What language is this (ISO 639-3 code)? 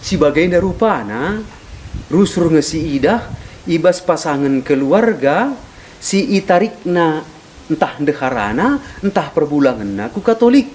btx